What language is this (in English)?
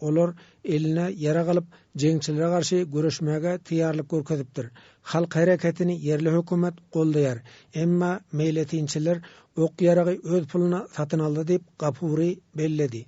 Turkmen